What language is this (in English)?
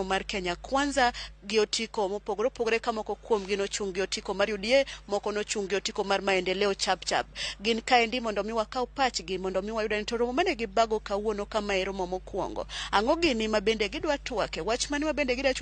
Luo (Kenya and Tanzania)